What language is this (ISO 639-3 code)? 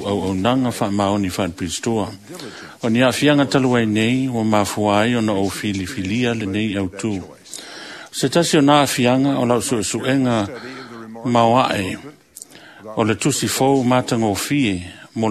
smo